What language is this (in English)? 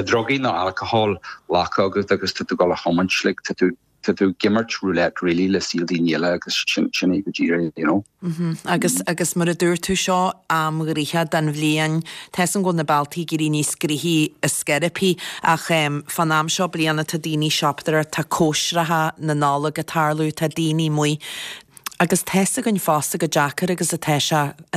Irish